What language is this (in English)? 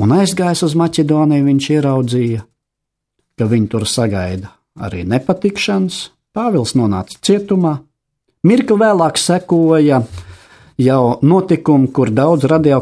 Latvian